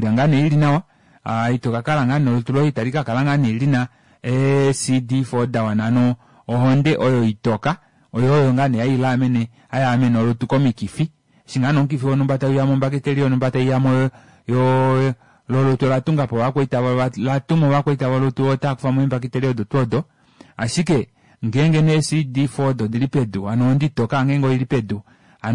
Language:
Kuanyama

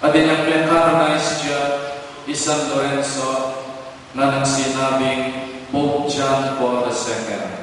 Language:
Pampanga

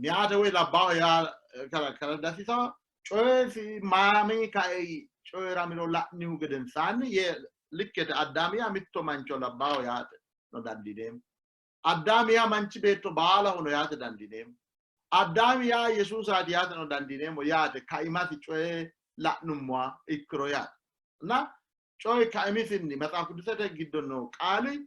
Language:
Sidamo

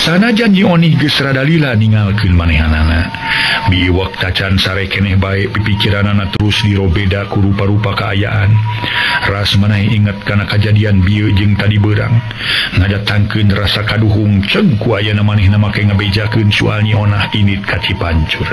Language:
Sundanese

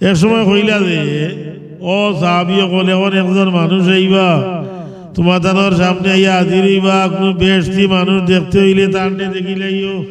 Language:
Sylheti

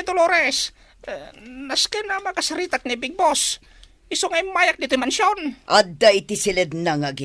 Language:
Iloko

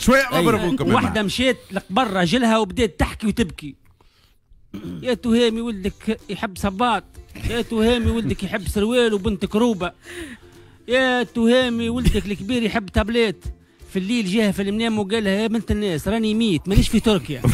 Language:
Tunisian Arabic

